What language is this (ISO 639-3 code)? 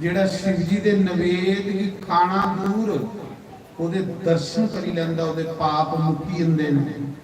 doi